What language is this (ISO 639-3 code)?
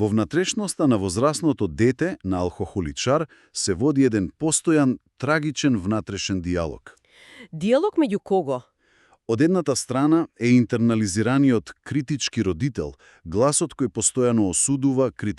mkd